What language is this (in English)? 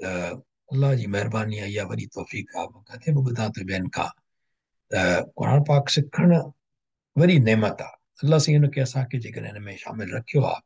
Sindhi